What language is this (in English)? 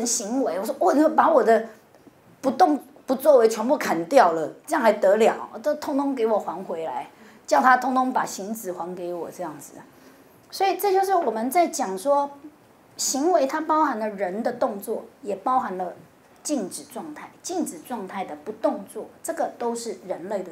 Chinese